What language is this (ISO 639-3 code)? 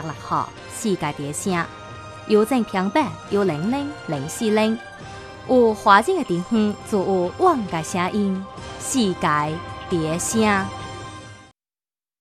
zho